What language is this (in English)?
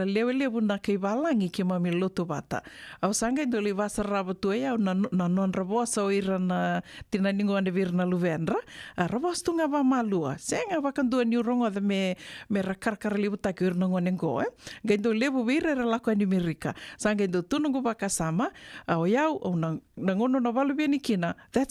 Fijian